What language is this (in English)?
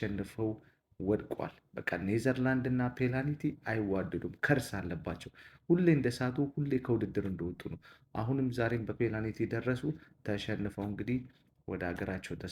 Amharic